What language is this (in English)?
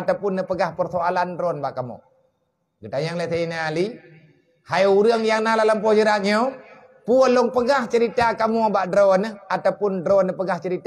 Achinese